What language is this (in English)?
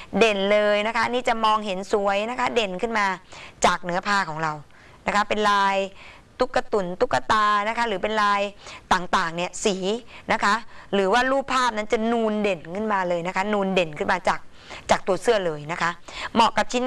Thai